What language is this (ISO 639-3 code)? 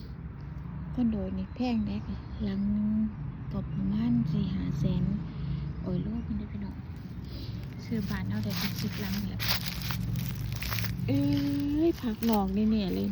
lao